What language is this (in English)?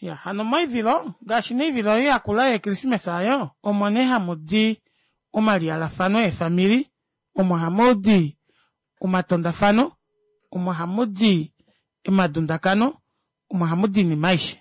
Kuanyama